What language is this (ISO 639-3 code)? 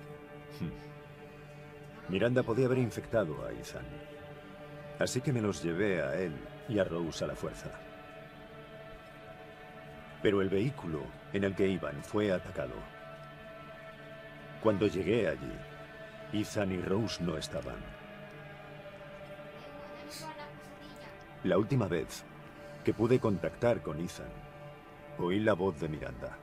spa